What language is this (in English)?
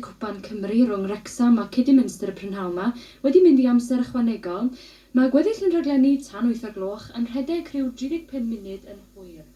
Welsh